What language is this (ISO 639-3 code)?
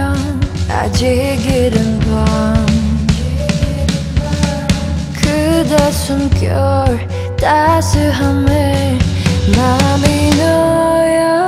kor